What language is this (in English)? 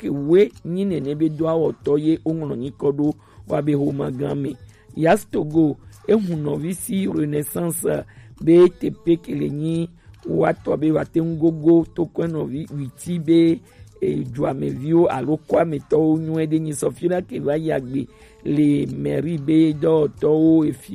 Gen